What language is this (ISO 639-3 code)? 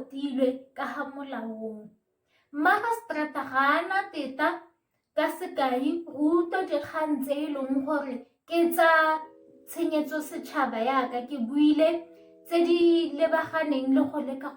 tsn